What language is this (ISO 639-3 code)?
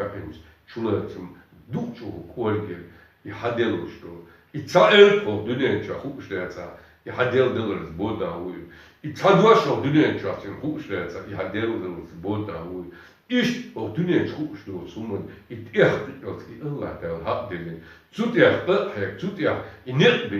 che